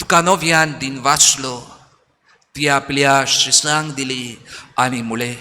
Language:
Konkani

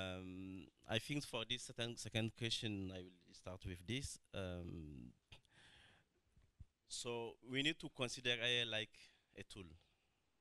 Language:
English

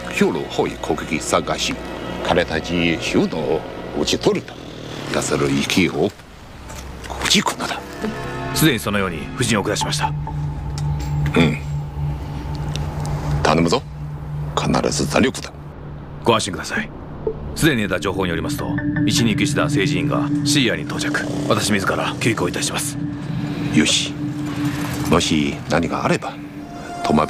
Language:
Japanese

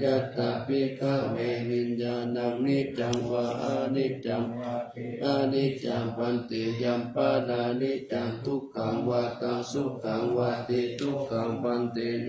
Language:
Pali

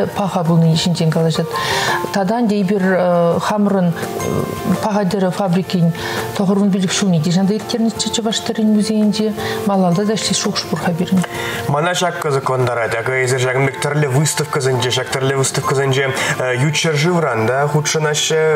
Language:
Chuvash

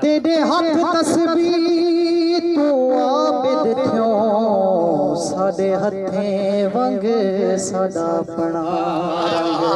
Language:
Saraiki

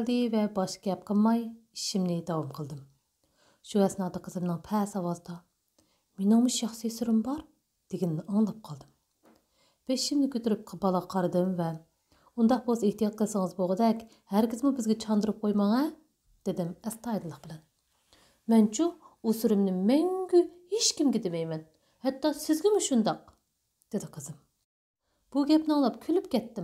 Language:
Uyghur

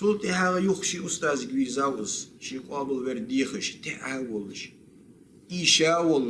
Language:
Ingush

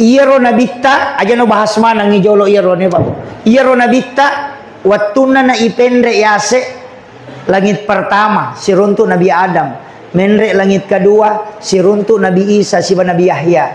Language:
Buginese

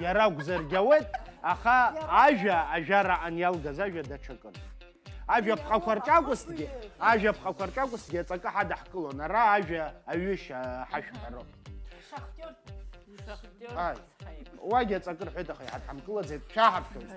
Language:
Abkhazian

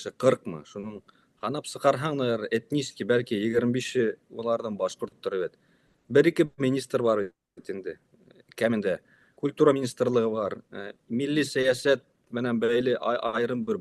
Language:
Bashkir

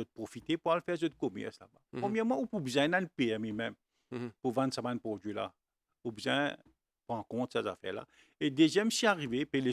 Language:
Morisyen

